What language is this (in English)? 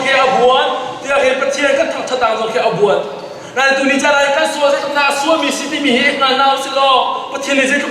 Hakha Chin